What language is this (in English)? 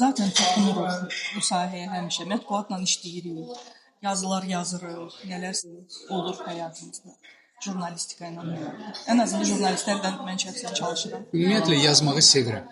Azerbaijani